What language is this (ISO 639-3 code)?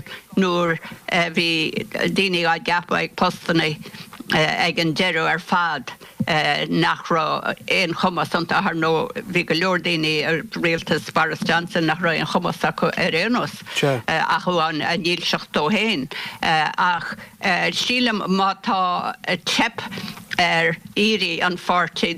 gle